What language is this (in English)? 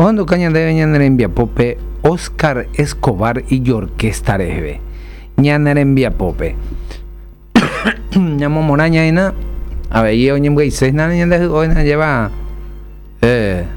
Guarani